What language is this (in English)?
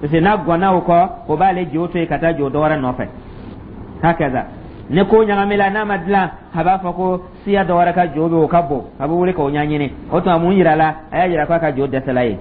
Dyula